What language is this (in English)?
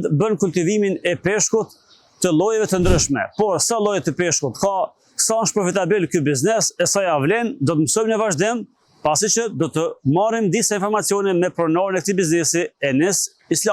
Albanian